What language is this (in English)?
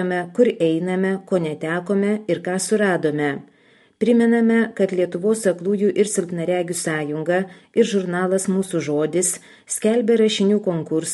Lithuanian